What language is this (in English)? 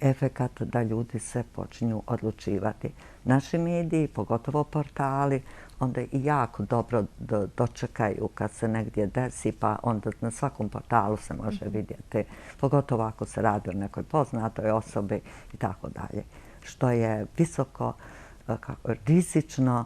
Bosnian